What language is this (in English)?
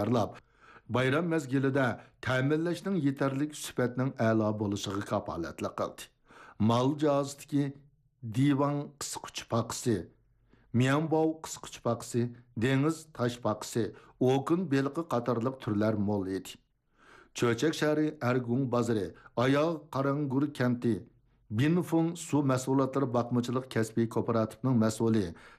Uyghur